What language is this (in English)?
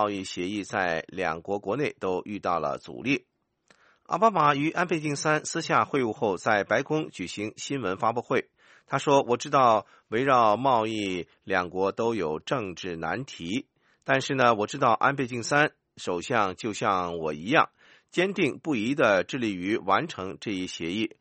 Chinese